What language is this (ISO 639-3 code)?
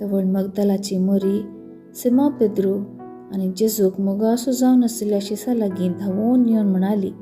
kok